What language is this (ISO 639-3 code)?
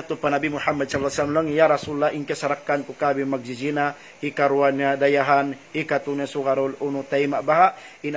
tsg